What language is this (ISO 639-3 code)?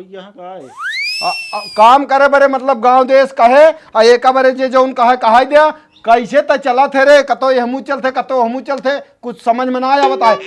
awa